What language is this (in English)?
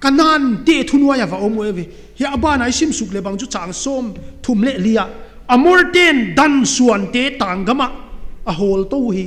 Paite Chin